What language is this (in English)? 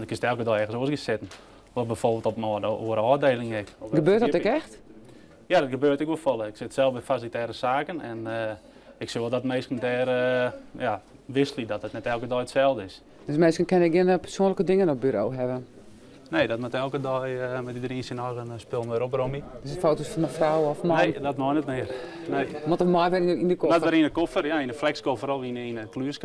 Western Frisian